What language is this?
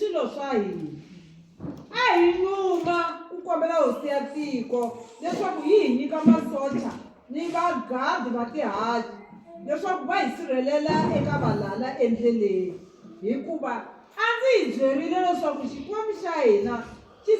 Tsonga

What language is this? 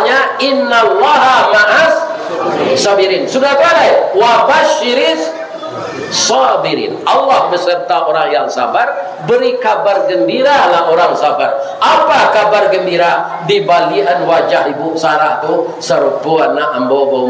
Minangkabau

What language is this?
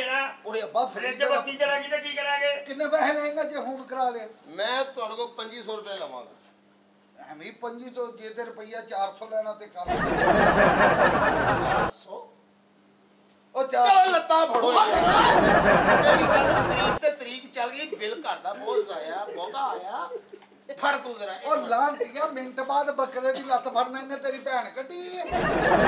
Punjabi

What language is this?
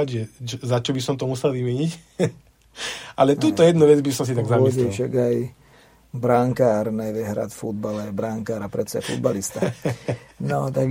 Slovak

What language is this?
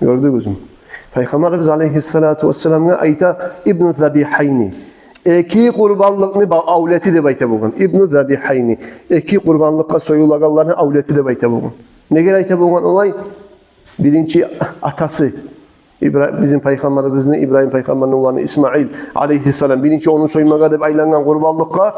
Kumyk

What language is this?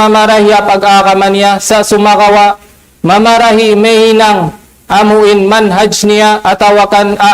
Tausug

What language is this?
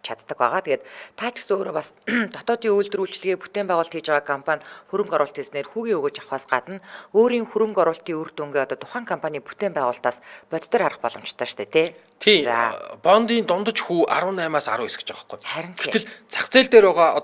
Mongolian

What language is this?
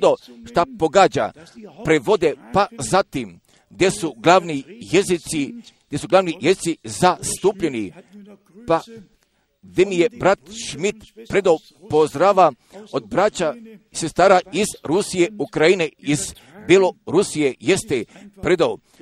Croatian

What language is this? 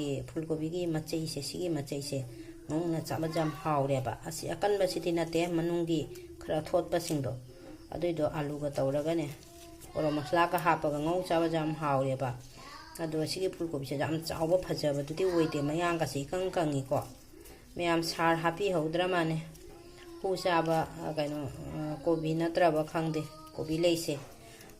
Manipuri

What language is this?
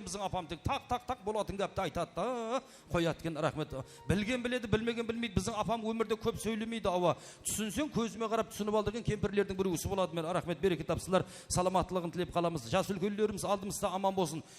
Kara-Kalpak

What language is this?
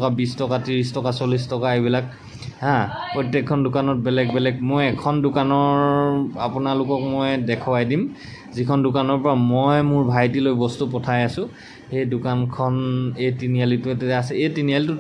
Assamese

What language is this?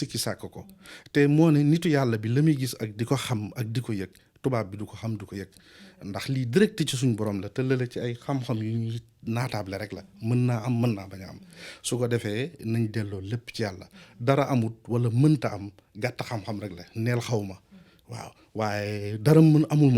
Wolof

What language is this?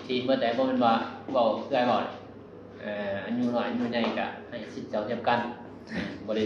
Northeastern Thai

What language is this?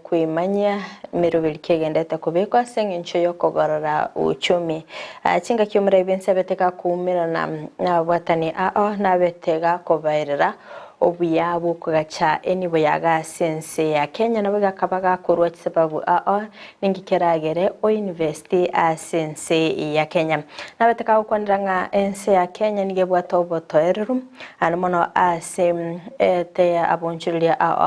Gusii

